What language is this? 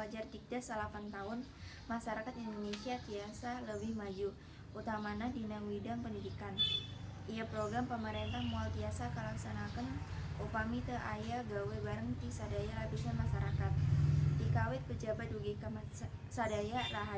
Sundanese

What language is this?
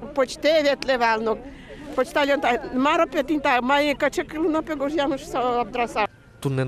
Udmurt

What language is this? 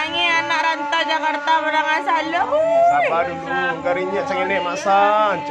Minangkabau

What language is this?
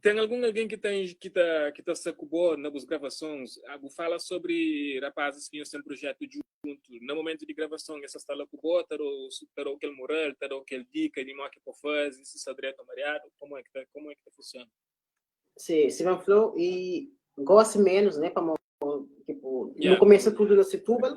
Kabuverdianu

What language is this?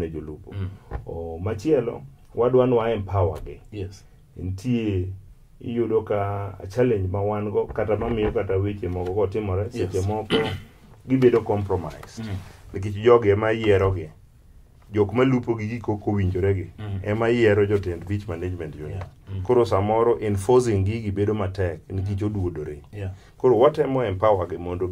Luo (Kenya and Tanzania)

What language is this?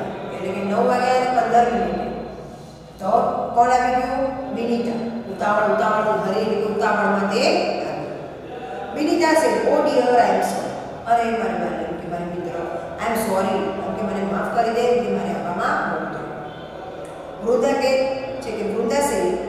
Gujarati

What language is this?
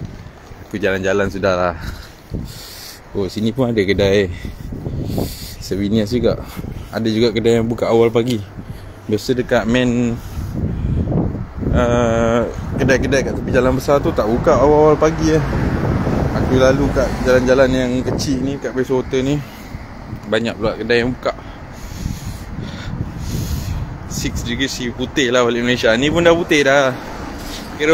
Malay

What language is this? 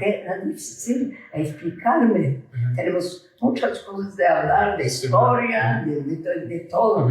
Ladino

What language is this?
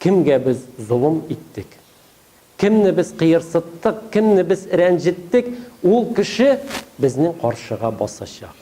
Tatar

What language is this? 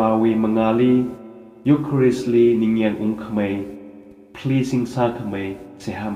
Tangkhul Naga (India)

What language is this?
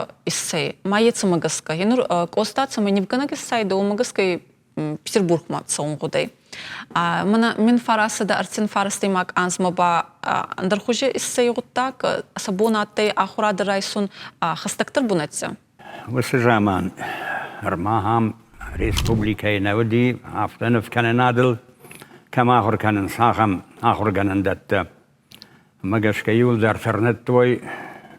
Ossetic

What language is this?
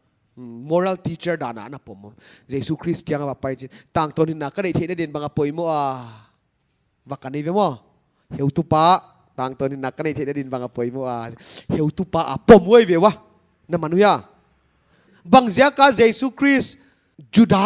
Paite Chin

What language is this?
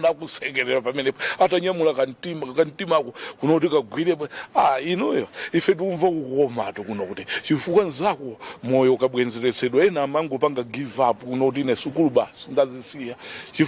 Nyanja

